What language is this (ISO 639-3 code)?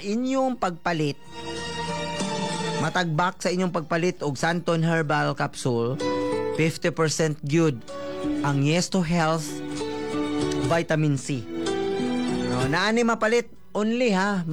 ceb